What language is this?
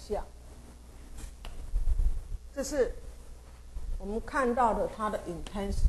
Chinese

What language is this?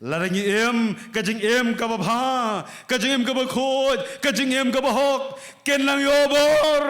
Khasi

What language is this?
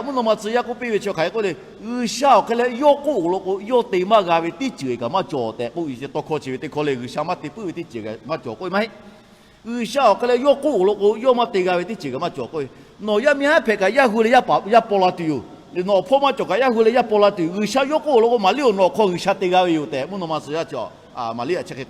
Lahu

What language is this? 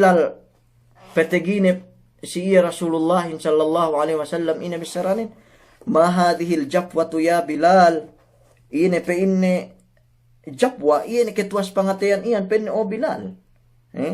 Yakan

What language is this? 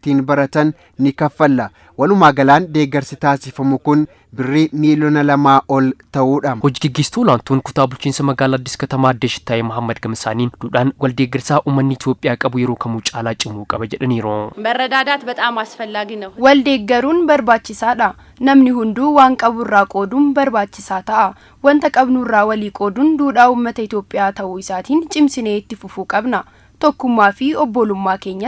Oromo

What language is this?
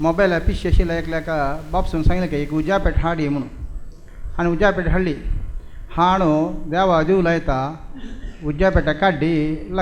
Konkani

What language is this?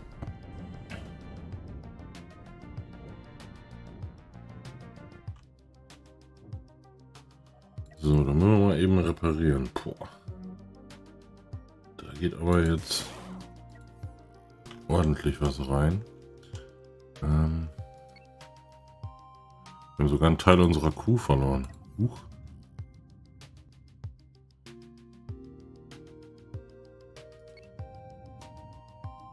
German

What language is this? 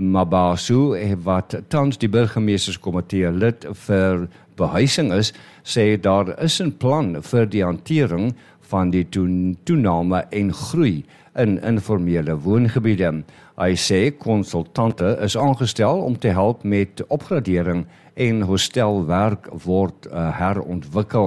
Afrikaans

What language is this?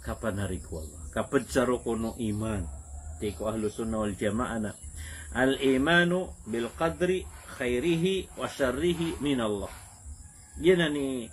Maranao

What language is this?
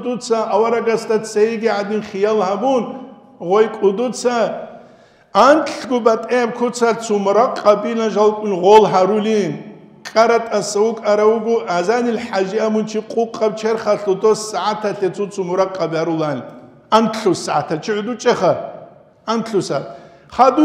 Avaric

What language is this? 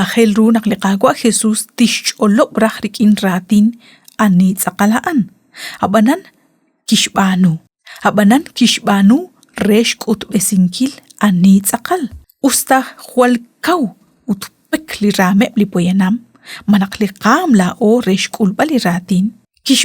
Kekchí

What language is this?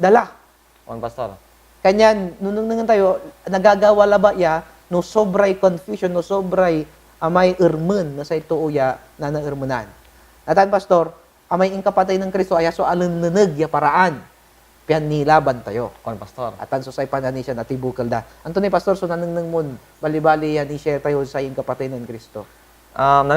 Pangasinan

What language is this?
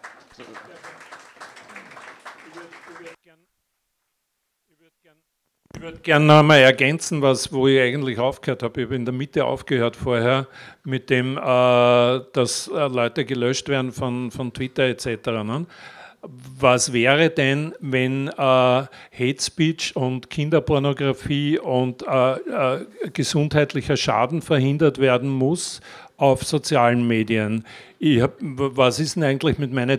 German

